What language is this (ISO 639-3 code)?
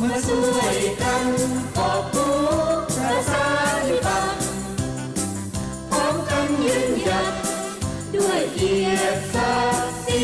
lao